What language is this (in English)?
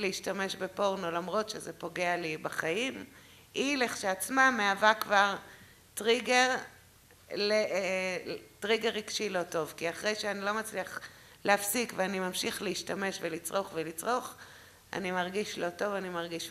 Hebrew